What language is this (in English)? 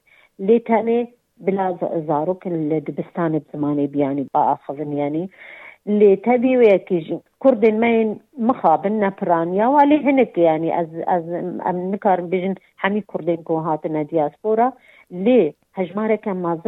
Kurdish